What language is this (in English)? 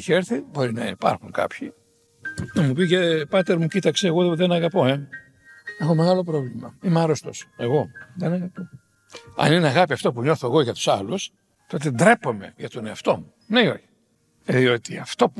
Greek